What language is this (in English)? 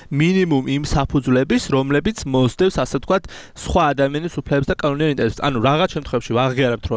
Georgian